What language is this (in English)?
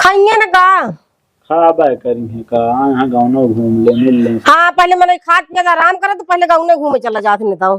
Awadhi